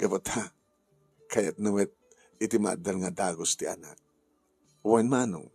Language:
Iloko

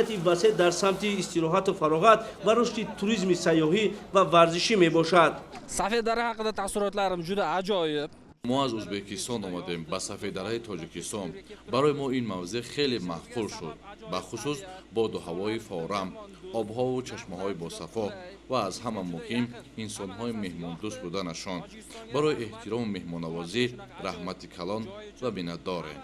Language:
Tajik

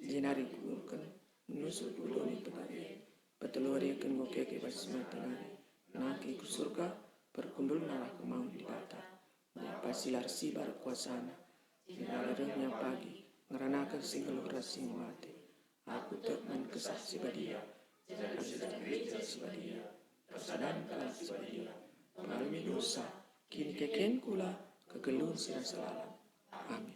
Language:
Batak Karo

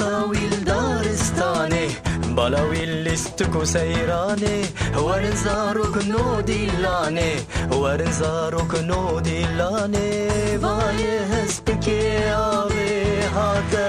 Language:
Kurdish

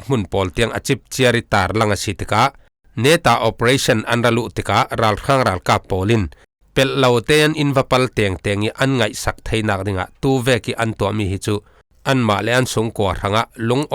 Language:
Falam Chin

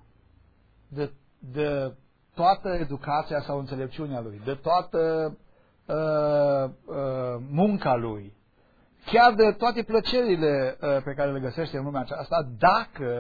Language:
Romanian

